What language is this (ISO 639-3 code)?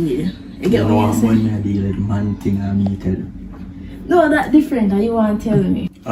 jam